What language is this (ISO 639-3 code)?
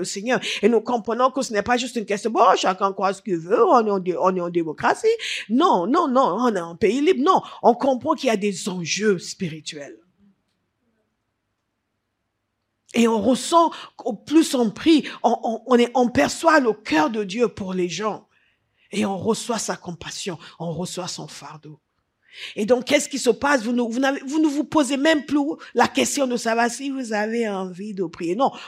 fra